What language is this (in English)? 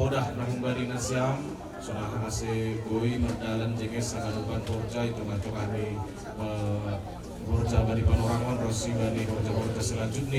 Batak Simalungun